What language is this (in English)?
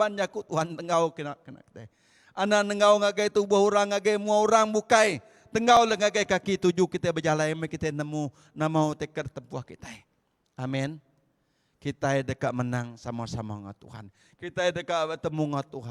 Iban